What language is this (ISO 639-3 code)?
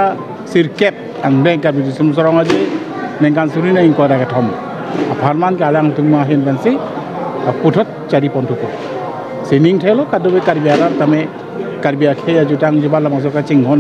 mjw